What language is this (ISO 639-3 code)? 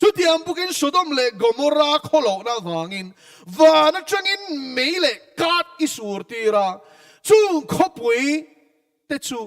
lus